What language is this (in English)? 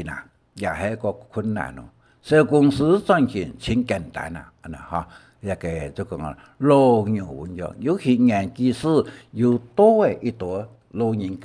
Hakka Chinese